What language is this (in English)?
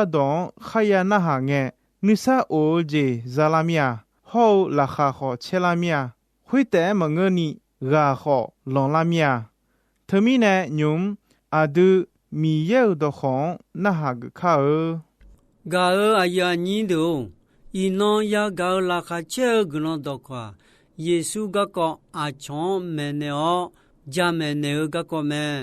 Akha